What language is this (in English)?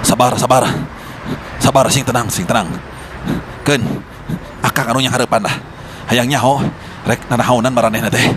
Sundanese